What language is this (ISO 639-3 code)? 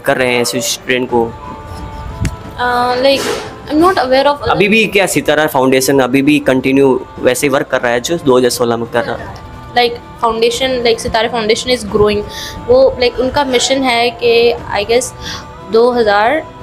hin